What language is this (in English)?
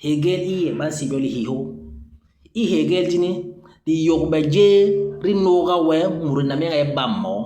Basaa